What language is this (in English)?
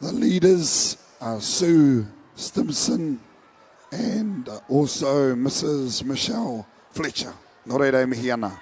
Māori